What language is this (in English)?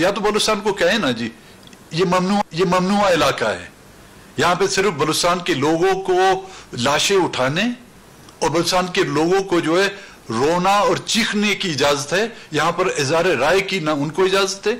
Urdu